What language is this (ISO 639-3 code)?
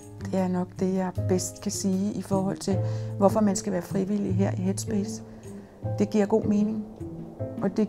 dan